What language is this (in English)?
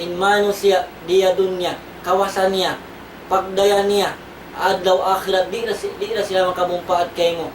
Tausug